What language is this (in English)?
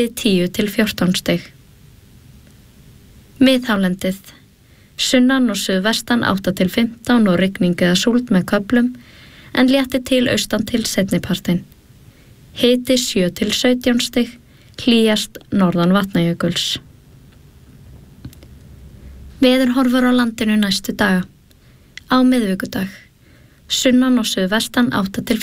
Icelandic